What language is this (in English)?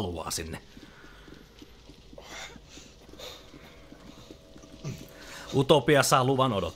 Finnish